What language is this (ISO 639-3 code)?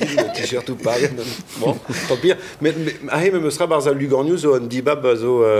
bre